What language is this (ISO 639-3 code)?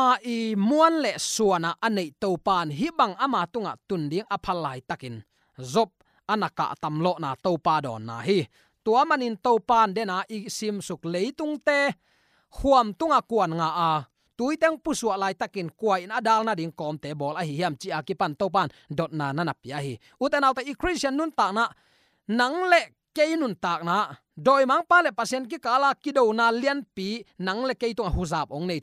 ctd